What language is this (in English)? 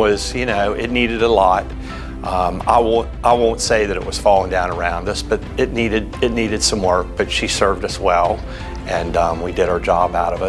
English